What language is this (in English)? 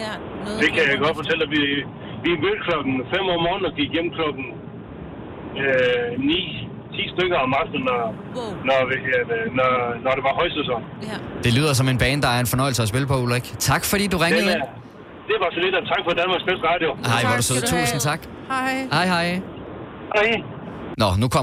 Danish